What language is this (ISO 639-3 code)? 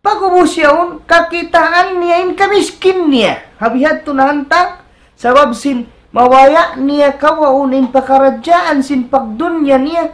tsg